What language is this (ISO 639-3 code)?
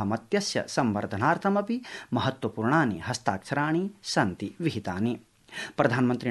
san